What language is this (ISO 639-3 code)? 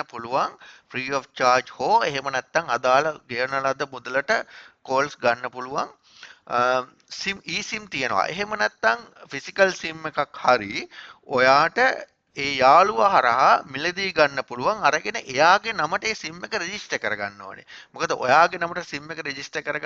sin